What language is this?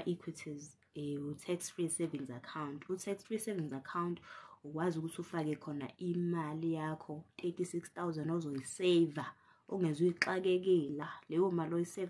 Zulu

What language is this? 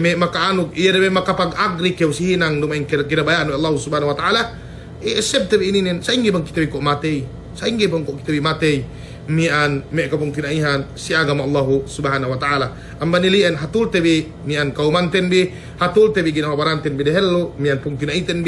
Yakan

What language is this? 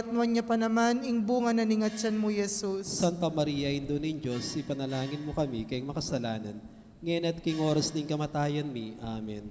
Pampanga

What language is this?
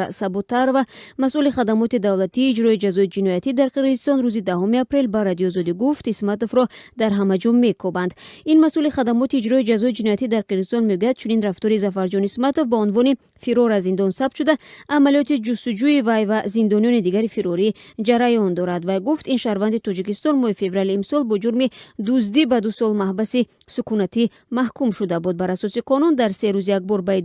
Tajik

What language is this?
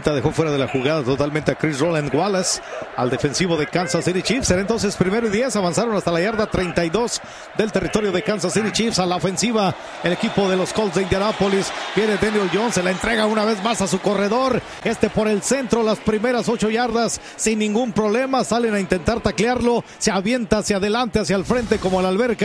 Spanish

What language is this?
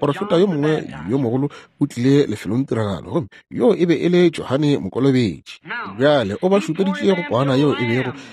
Northern Sotho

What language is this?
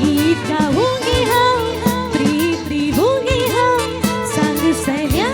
Konkani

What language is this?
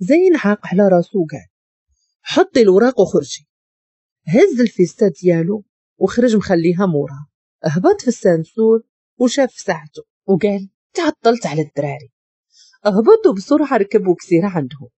Moroccan Arabic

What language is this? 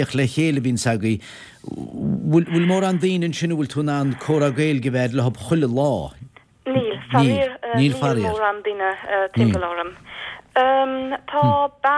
Irish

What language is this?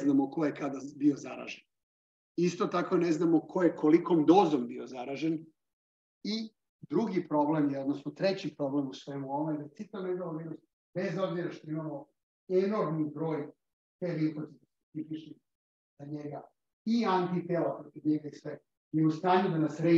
Serbian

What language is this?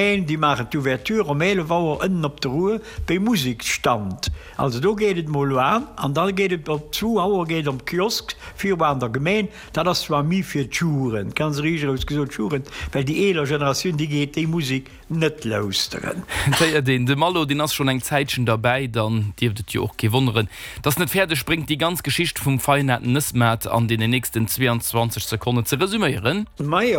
Luxembourgish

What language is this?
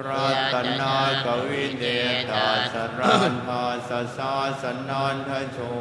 Pali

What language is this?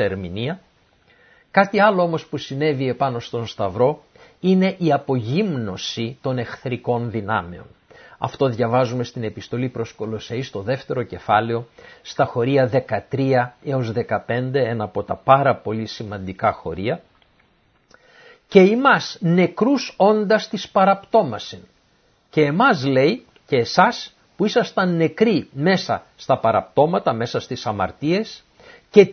Greek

